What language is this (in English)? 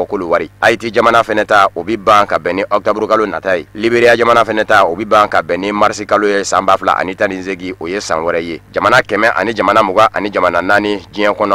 Bambara